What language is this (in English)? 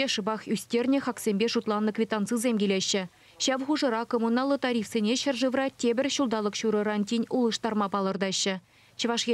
Chuvash